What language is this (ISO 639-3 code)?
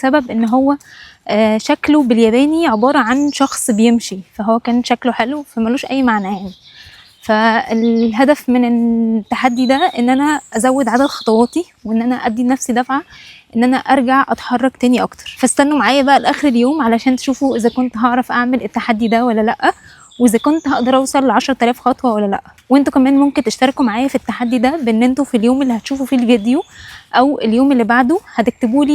arz